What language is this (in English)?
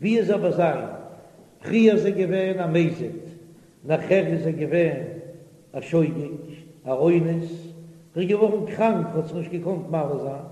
Yiddish